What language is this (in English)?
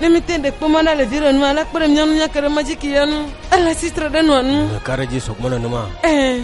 Ewe